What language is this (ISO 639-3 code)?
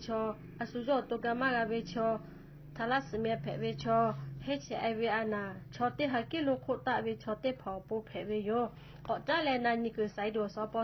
lhu